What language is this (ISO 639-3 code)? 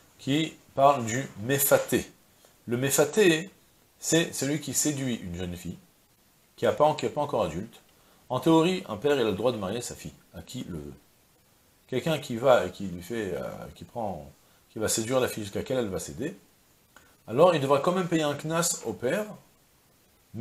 fra